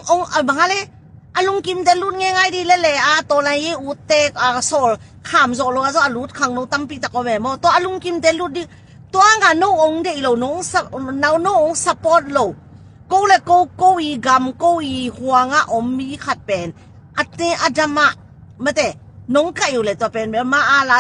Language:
Tedim Chin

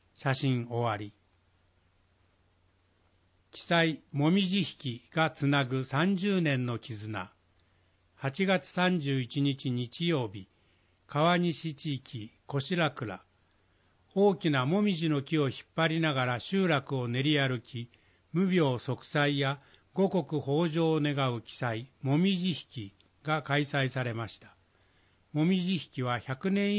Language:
Japanese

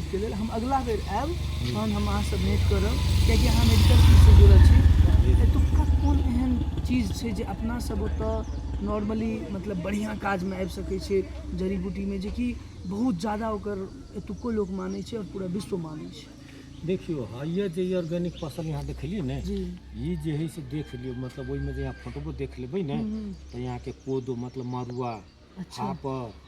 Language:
Maithili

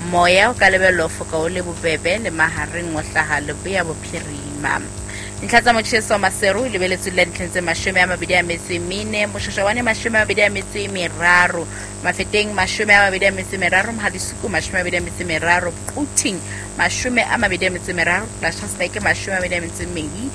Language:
Southern Sotho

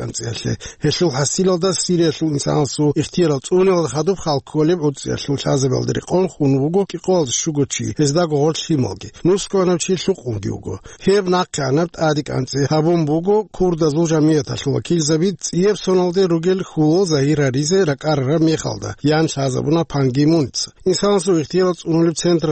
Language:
Avaric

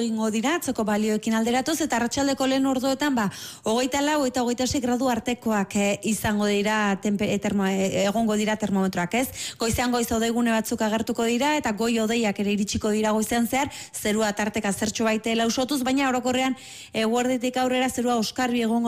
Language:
Basque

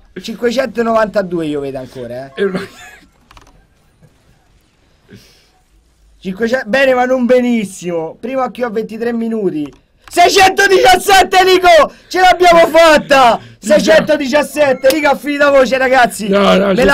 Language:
Italian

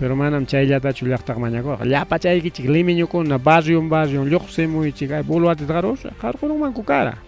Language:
Ayacucho Quechua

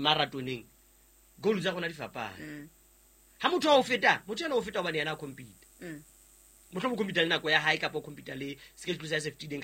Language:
Southern Sotho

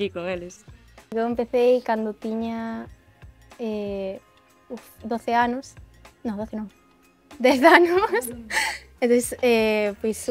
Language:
Galician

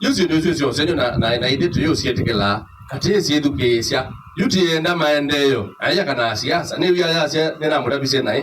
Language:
Kamba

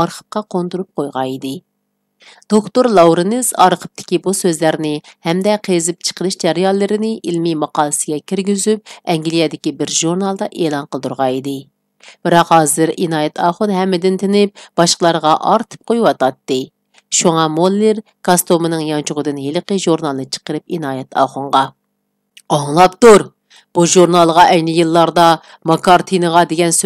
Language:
Uyghur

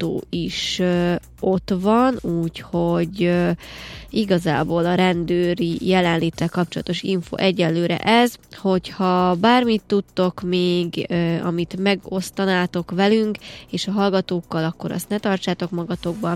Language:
Hungarian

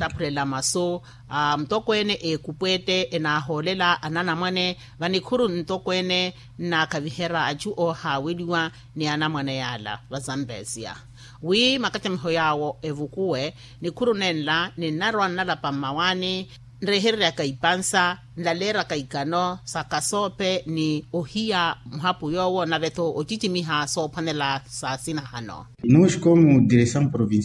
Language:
Makhuwa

